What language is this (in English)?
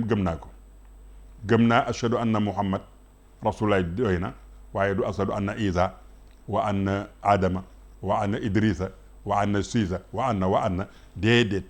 Wolof